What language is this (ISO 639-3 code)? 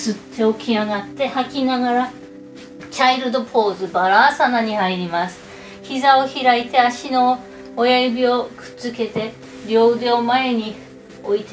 jpn